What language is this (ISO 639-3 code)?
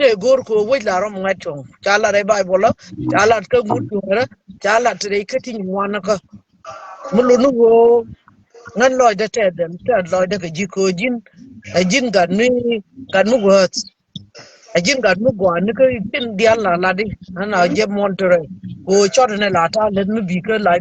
nus